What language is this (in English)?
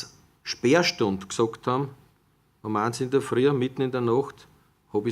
Bavarian